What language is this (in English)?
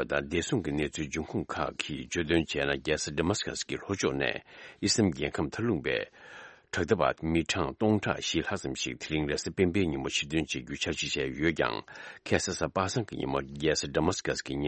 Tibetan